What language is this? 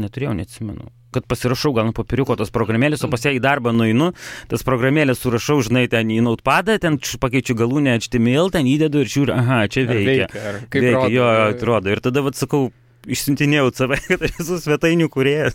Lithuanian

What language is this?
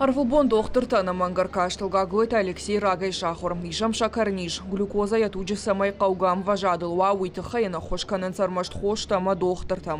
Ossetic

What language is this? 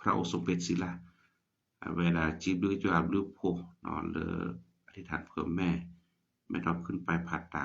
S'gaw Karen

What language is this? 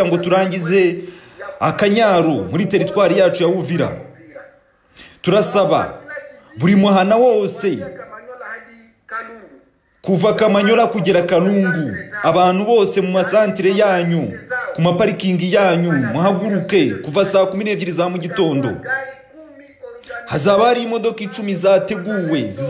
Kinyarwanda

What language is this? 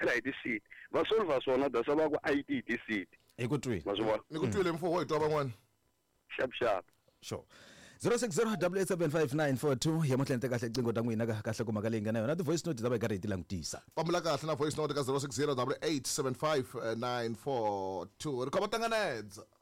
Tsonga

